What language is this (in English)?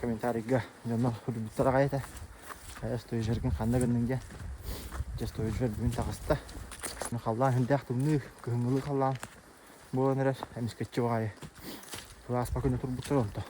Yakut